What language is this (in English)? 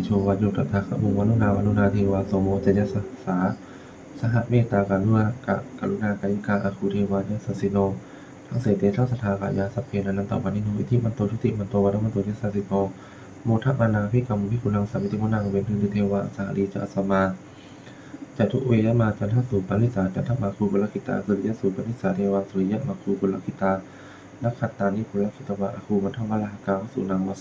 Pali